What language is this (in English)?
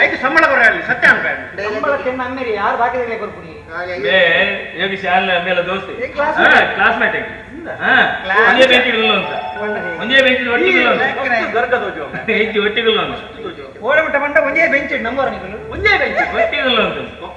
Tulu